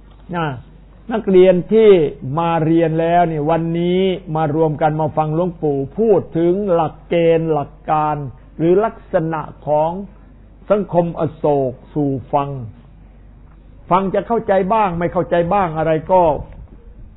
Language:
Thai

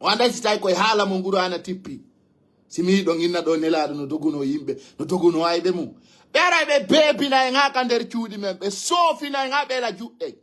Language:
Fula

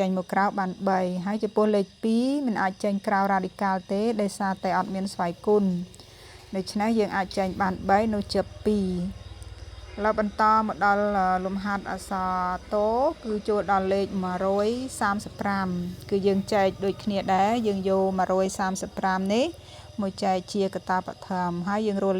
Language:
Khmer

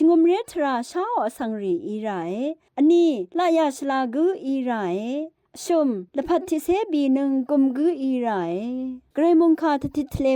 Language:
Rawang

